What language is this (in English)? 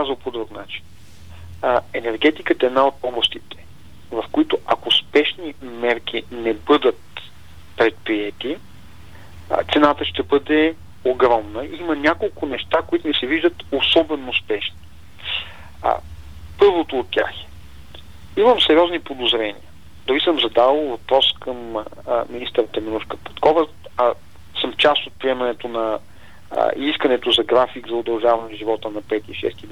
Bulgarian